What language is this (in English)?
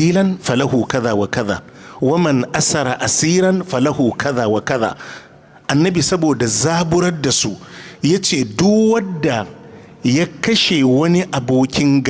Hausa